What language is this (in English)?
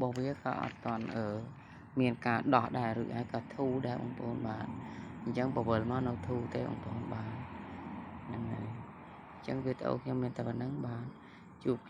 Khmer